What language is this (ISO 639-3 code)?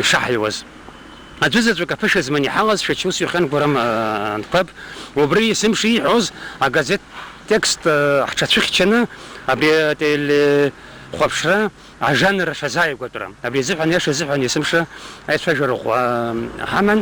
abk